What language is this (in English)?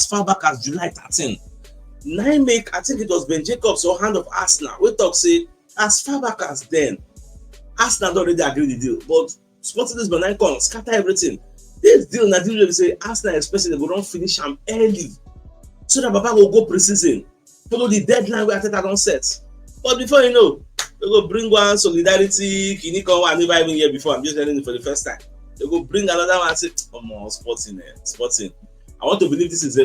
Nigerian Pidgin